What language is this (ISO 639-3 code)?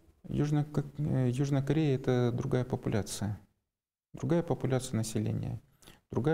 rus